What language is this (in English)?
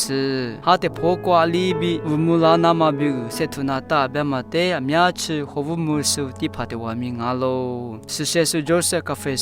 Lisu